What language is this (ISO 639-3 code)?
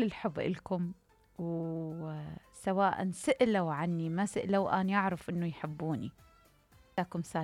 acm